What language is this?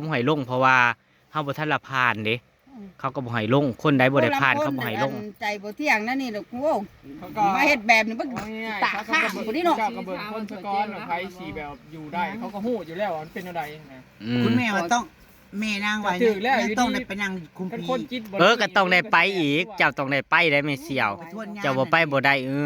Northeastern Thai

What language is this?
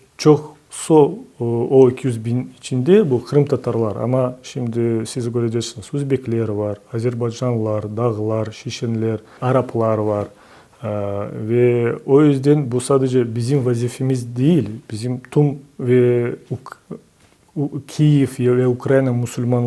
Crimean Tatar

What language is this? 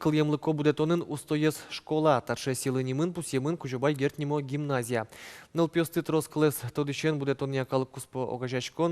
Udmurt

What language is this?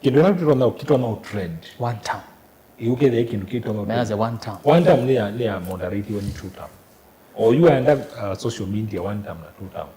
Kamba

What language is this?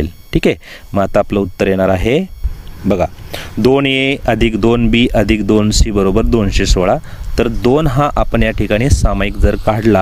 Marathi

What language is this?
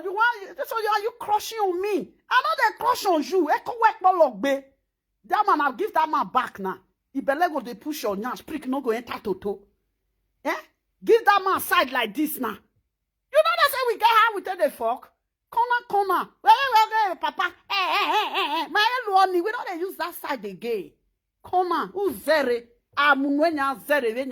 Nigerian Pidgin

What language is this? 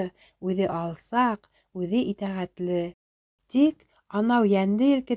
Bashkir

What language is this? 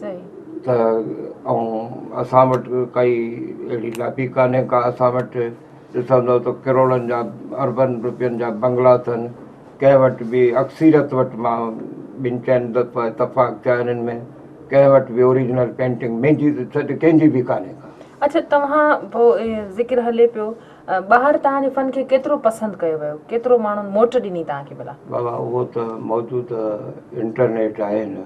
Sindhi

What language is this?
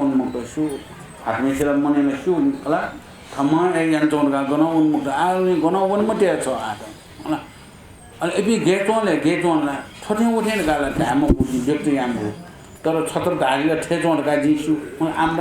Newari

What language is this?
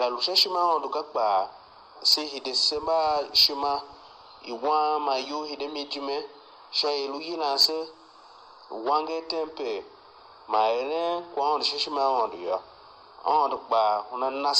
Tiv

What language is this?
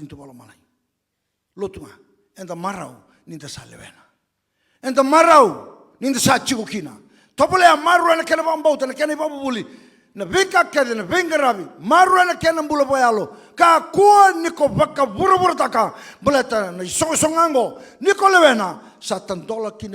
Fijian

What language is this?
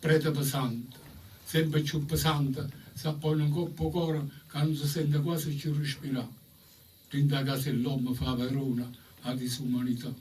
Neapolitan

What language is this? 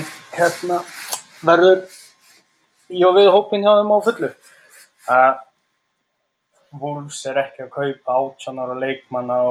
Icelandic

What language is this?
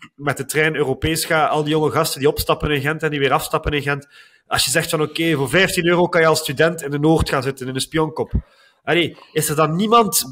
Dutch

